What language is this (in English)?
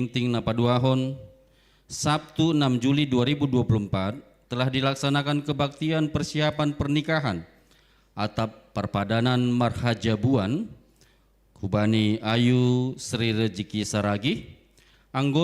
Batak Simalungun